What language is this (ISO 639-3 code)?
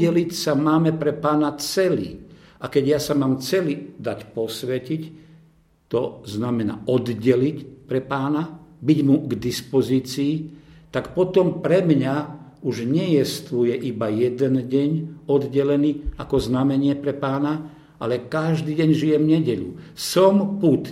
slk